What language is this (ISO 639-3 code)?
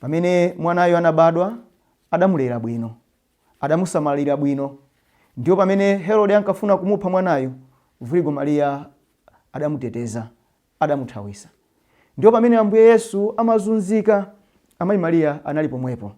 nya